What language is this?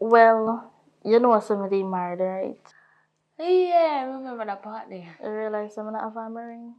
Jamaican Creole English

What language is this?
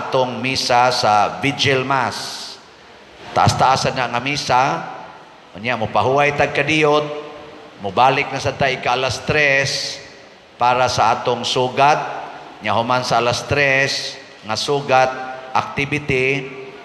Cebuano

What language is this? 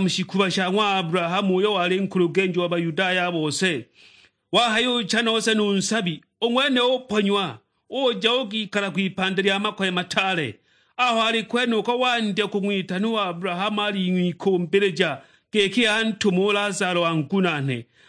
Sukuma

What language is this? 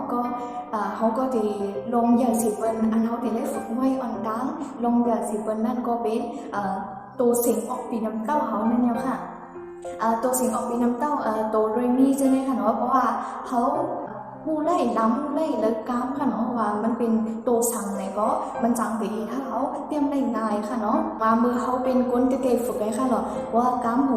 Shan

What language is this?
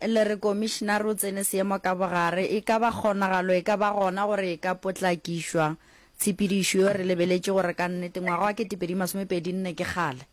Northern Sotho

